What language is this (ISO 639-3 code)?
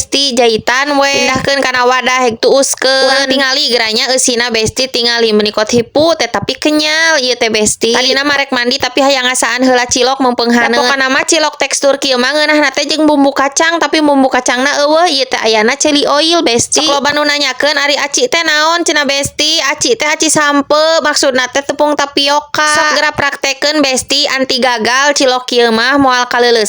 sun